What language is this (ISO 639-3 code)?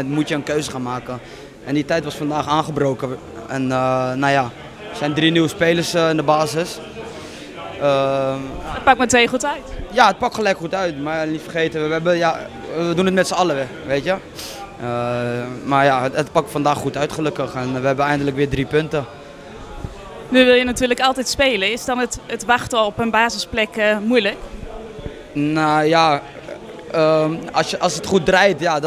nld